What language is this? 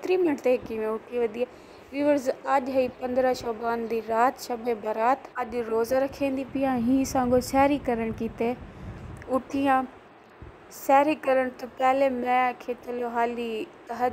Saraiki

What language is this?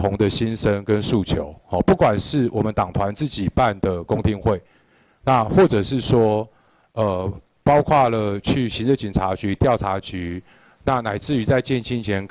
Chinese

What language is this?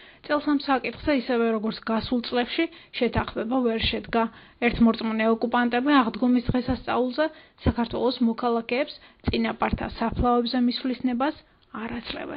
Georgian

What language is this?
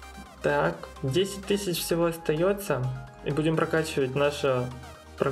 Russian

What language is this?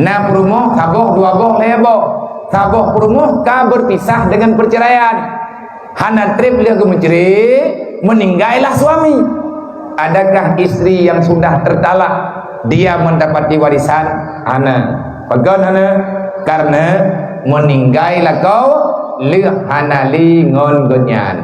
Achinese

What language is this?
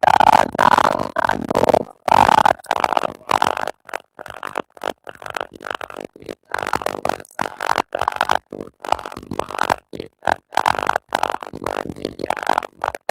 Pali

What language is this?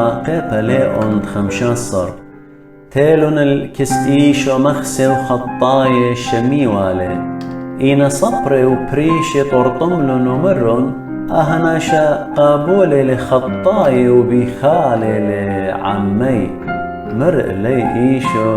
Assyrian Neo-Aramaic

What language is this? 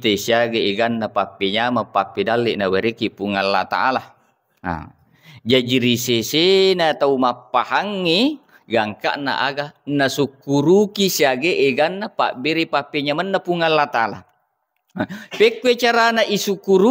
Buginese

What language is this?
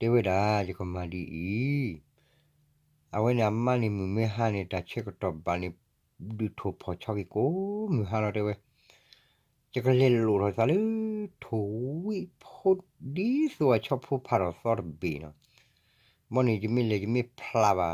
S'gaw Karen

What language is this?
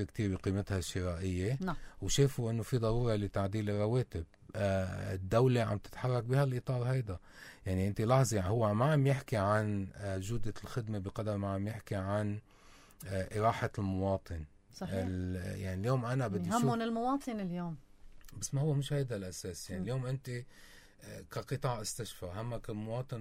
North Levantine Arabic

